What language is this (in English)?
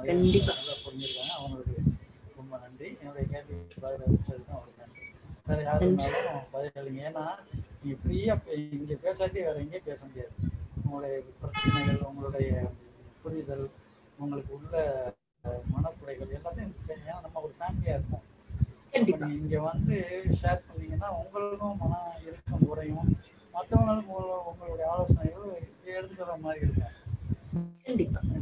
Tamil